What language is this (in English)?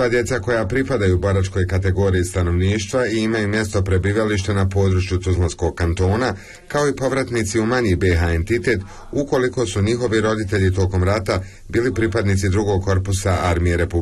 Bosnian